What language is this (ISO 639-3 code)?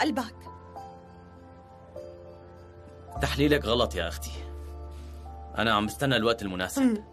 apc